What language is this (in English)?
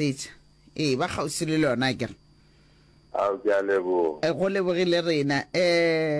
Northern Sotho